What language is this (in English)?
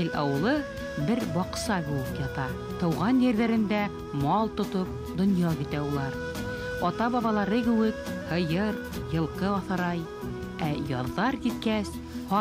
Bashkir